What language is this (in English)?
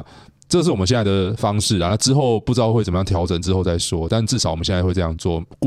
Chinese